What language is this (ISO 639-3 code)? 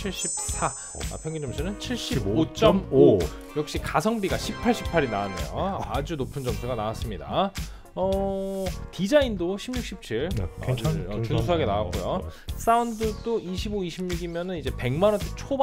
kor